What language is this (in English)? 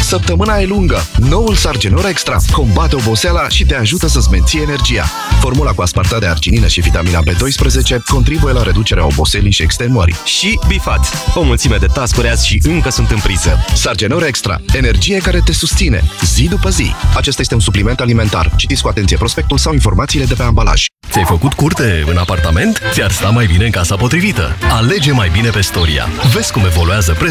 Romanian